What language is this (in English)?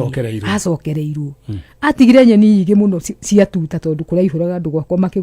Kikuyu